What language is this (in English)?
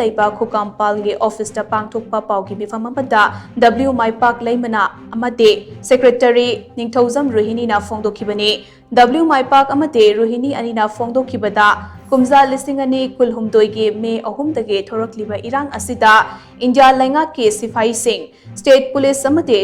Manipuri